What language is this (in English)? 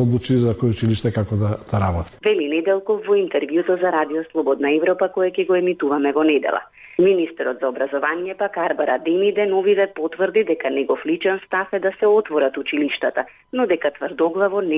Macedonian